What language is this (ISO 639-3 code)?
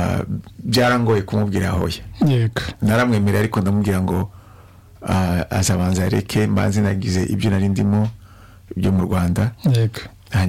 kin